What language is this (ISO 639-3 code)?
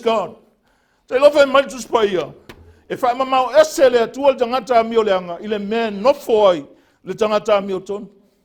smo